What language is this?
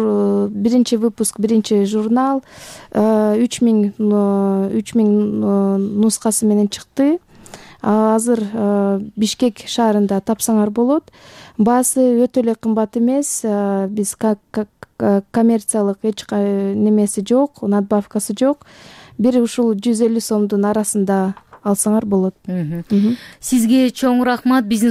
Kyrgyz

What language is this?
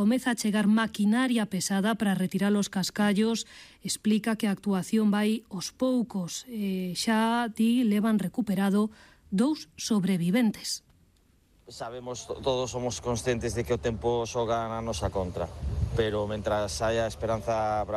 Galician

